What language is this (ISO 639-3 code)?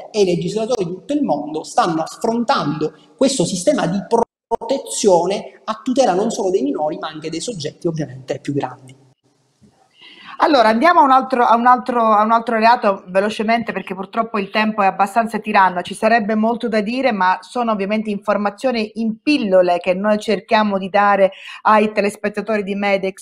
ita